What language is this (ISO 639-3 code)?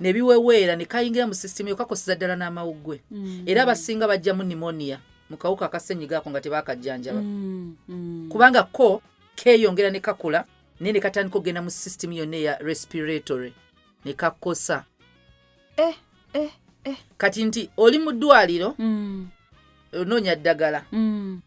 lug